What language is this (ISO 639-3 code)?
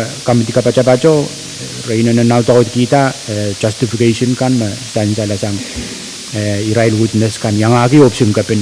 pon